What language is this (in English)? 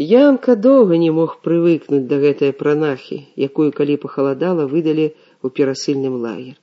Belarusian